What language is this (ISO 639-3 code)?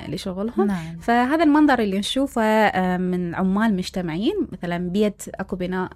acm